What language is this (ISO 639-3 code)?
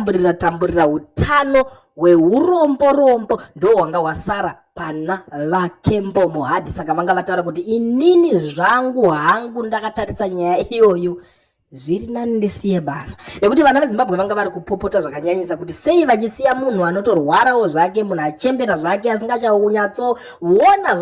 sna